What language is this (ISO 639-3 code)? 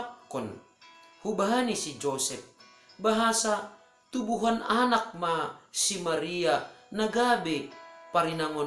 bts